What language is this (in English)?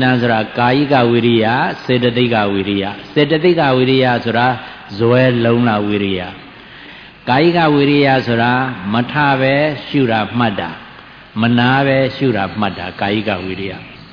Burmese